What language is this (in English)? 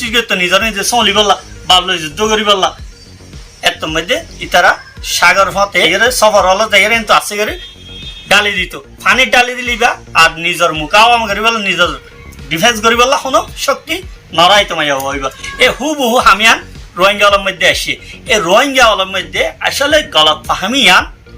Rohingya